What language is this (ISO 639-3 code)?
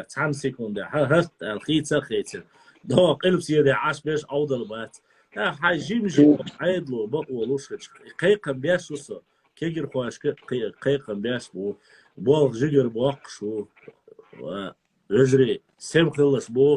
che